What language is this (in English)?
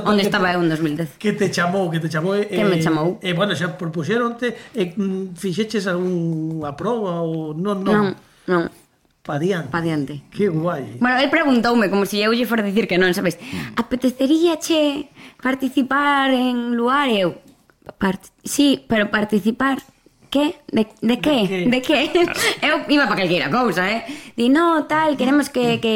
Galician